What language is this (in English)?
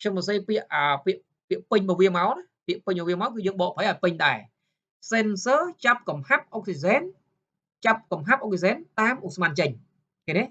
Khmer